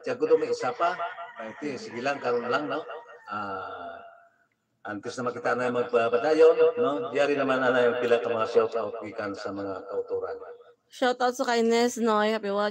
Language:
Hiligaynon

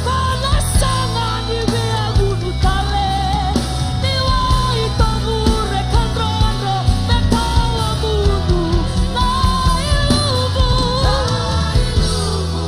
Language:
Fijian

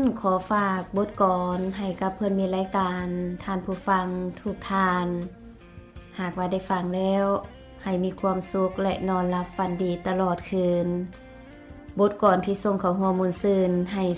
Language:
Lao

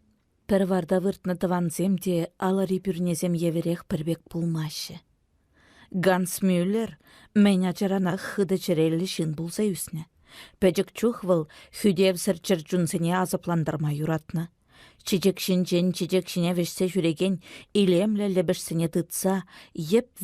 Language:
Chuvash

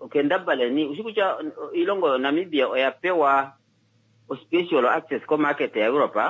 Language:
Kuanyama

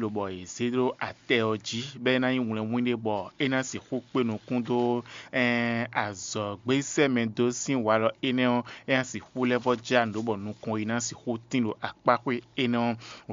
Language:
Fon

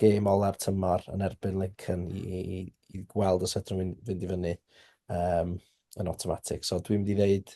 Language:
Welsh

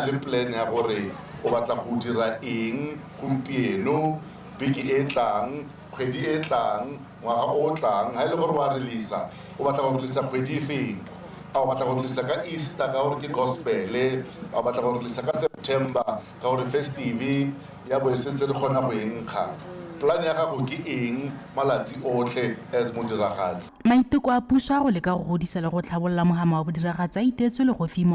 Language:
Tswana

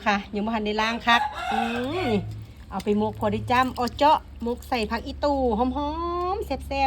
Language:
Northeastern Thai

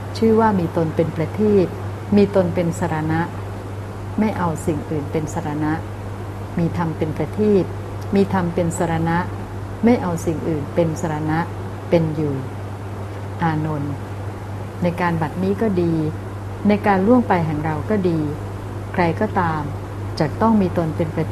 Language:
Thai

